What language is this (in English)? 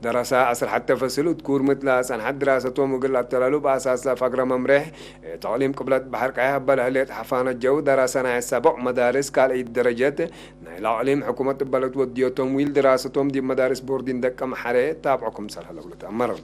Tigre